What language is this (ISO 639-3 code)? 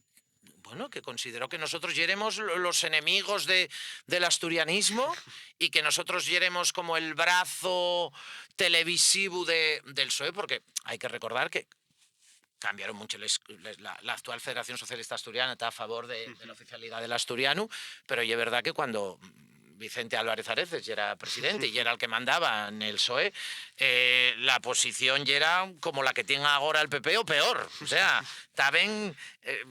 ast